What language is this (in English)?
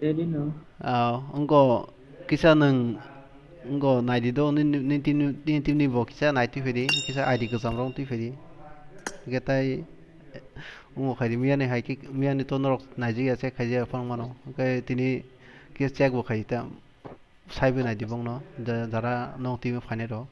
Kok Borok